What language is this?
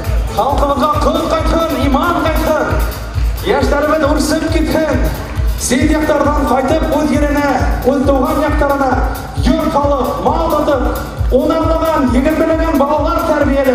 Bashkir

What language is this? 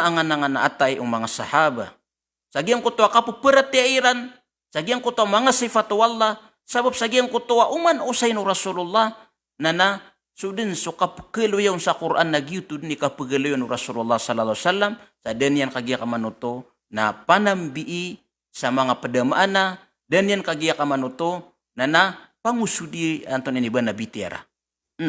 Maranao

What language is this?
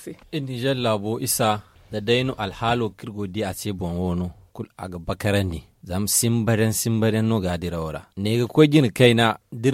Zarma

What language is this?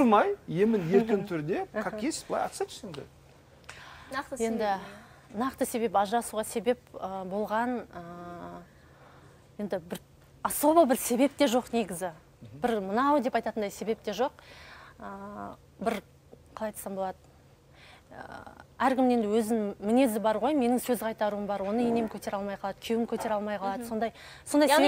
Kazakh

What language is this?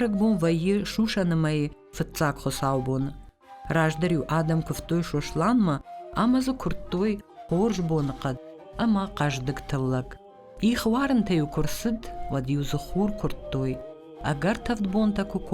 Ossetic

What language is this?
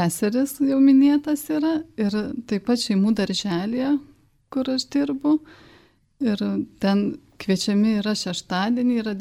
Lithuanian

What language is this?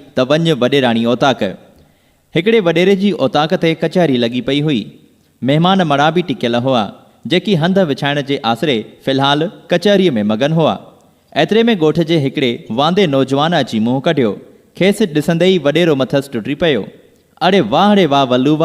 Sindhi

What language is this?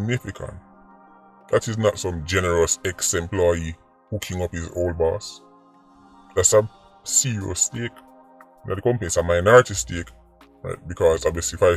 Jamaican Creole English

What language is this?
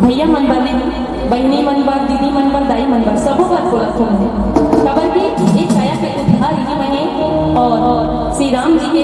Chhattisgarhi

